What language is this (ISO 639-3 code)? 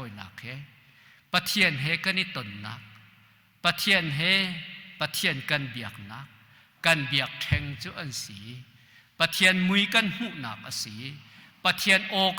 cnh